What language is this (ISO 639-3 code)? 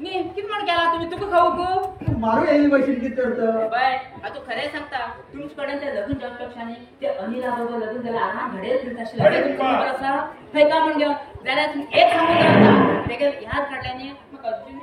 kok